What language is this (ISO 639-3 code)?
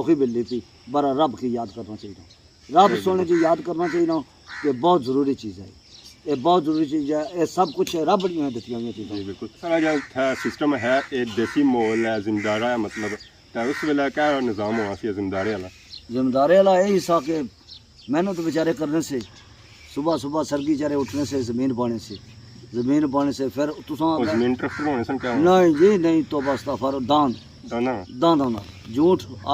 phr